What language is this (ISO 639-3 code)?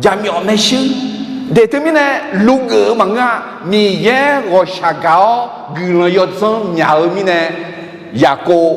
ahk